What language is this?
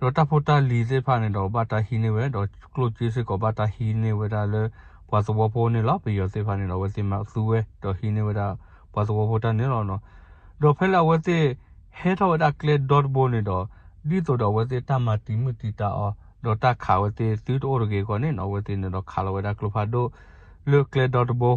S'gaw Karen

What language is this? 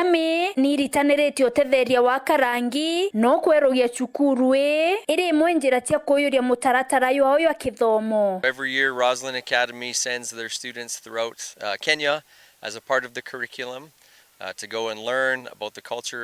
Meru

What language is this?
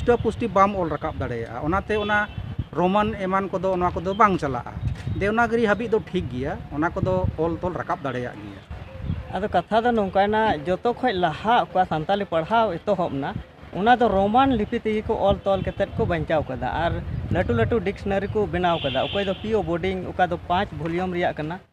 Santali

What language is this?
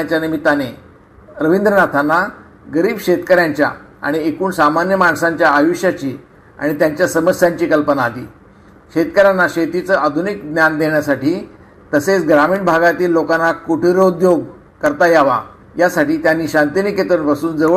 Marathi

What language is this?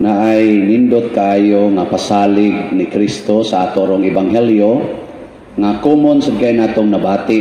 Cebuano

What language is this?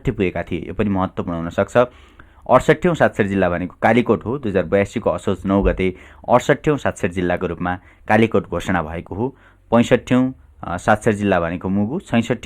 Nepali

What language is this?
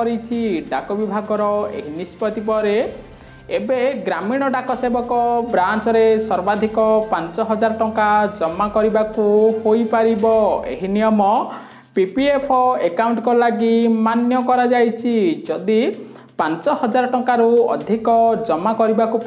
Odia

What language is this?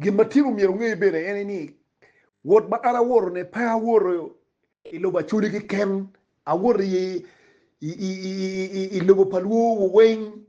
Acoli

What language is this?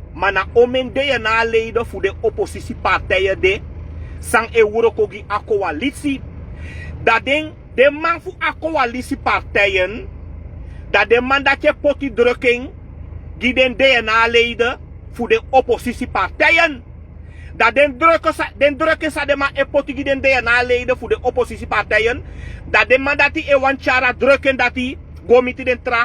Sranan Tongo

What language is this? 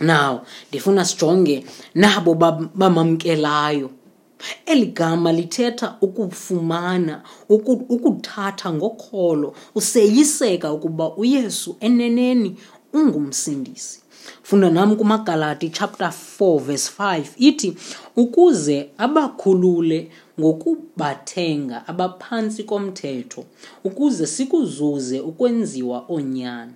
Xhosa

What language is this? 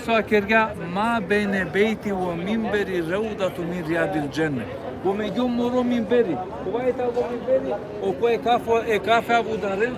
Balkan Romani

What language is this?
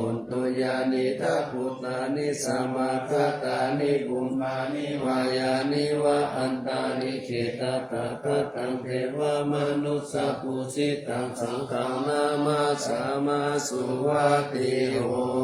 Pali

